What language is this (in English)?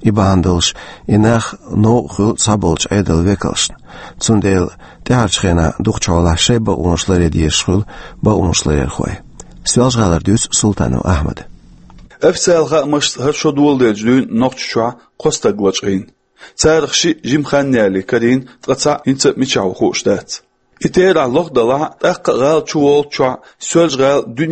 Chechen